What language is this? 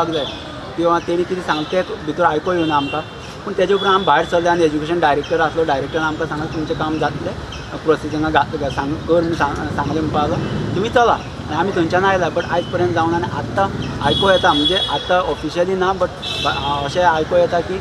Konkani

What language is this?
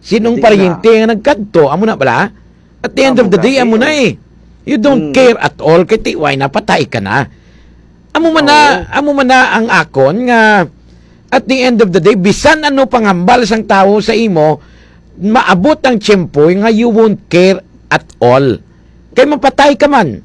Hiligaynon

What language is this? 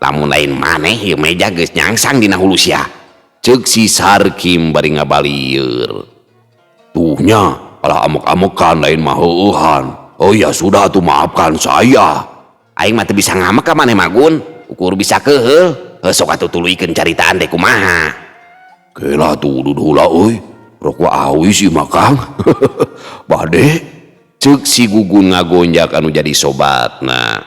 Sundanese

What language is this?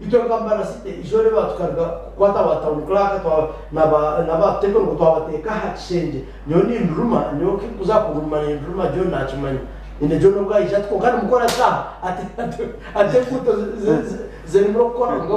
Nyankole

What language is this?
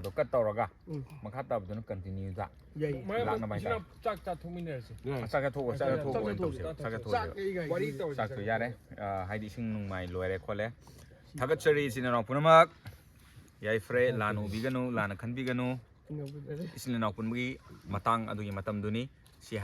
Manipuri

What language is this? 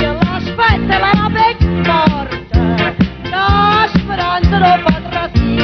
Neapolitan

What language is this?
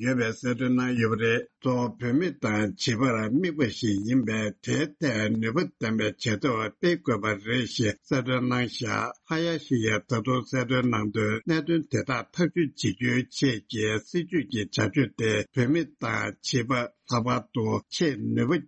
Tibetan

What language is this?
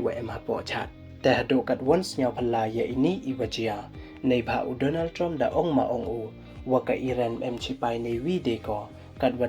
Pnar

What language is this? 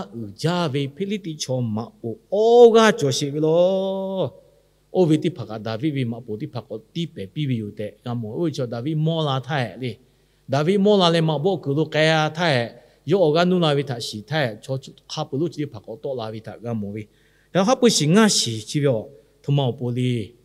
Lahu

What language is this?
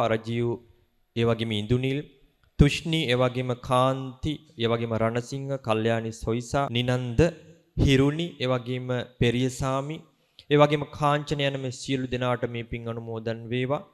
Sinhala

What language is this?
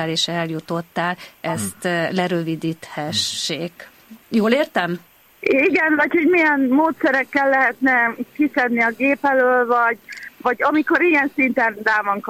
Hungarian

